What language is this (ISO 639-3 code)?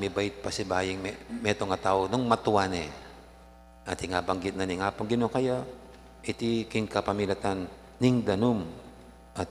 pam